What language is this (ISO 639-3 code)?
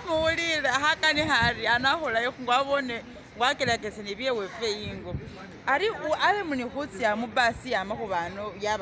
myx